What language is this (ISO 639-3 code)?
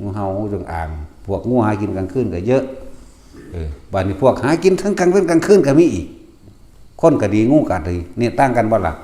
tts